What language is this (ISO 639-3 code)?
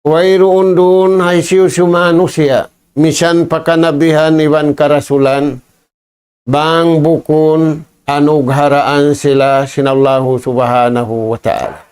tsg